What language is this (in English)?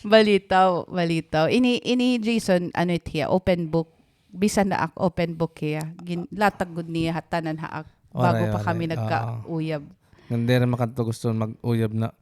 Waray